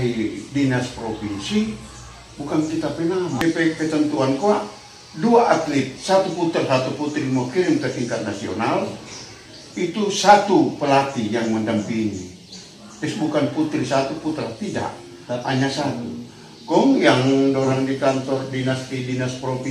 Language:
Manado Malay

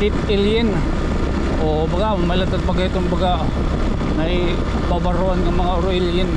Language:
Waray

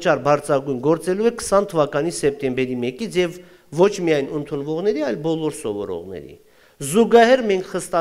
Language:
Armenian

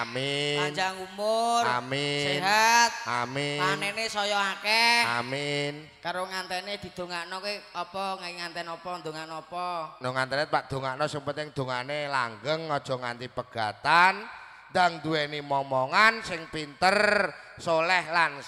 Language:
Javanese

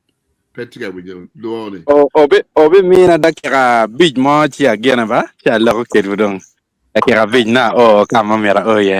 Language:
Acoli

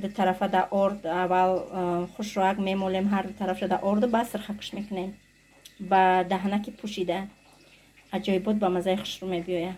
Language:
Tajik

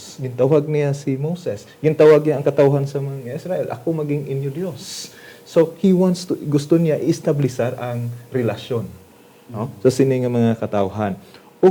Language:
Hiligaynon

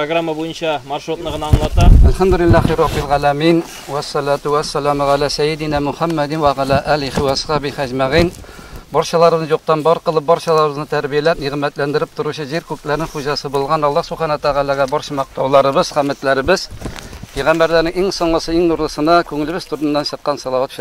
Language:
Tatar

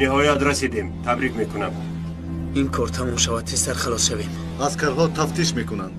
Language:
Tajik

